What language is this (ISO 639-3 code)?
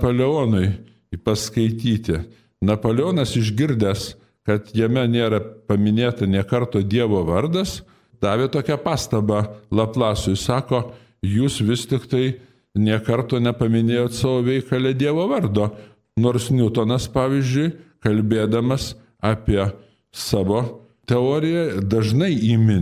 lit